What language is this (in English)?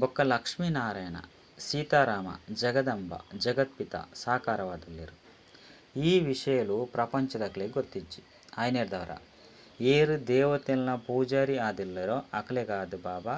Tulu